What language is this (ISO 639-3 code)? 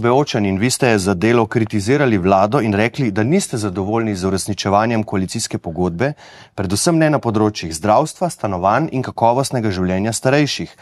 slv